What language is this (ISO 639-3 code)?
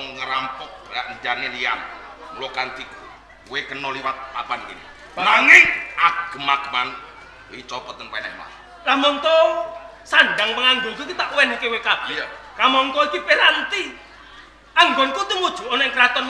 jav